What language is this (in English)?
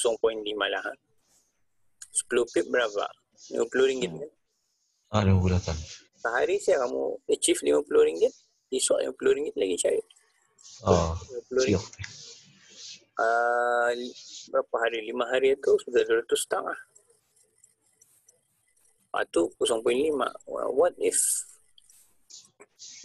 Malay